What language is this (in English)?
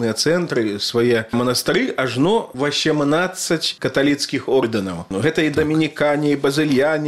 Belarusian